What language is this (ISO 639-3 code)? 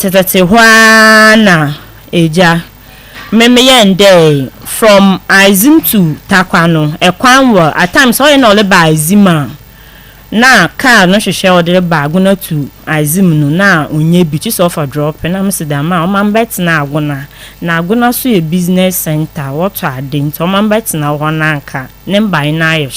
aka